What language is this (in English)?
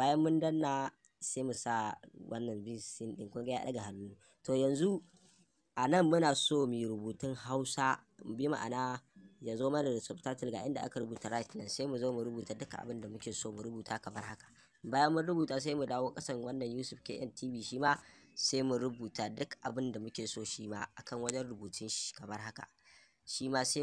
Hausa